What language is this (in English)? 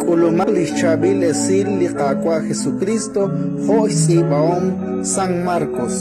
Kekchí